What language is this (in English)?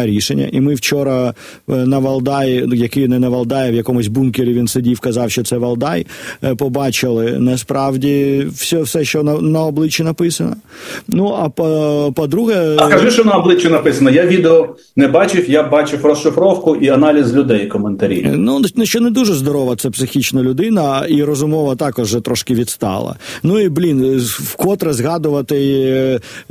Ukrainian